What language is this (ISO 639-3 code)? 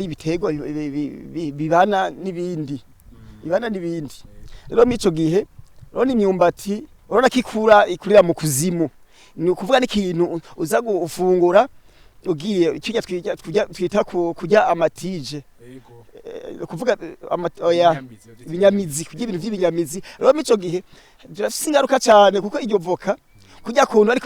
run